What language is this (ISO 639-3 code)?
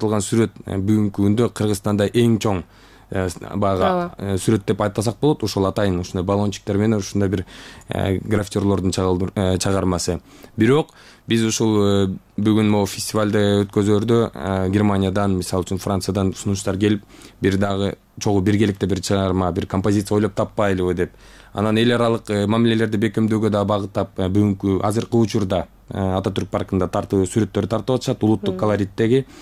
kir